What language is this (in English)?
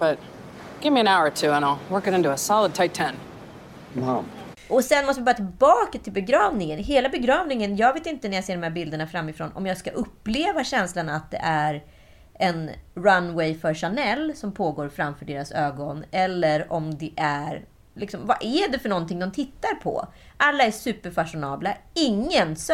Swedish